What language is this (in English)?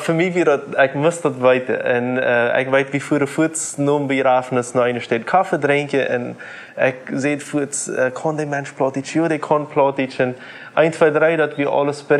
Plautdietsch